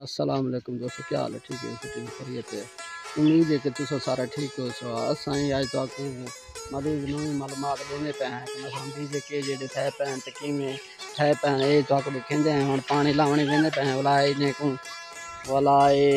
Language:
Saraiki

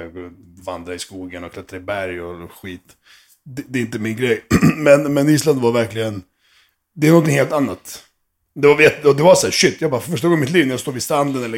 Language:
Swedish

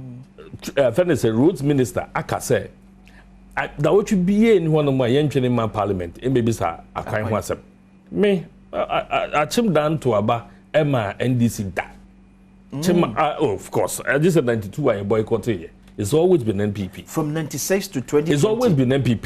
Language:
Akan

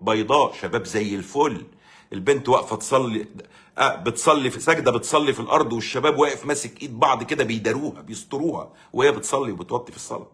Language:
Egyptian Arabic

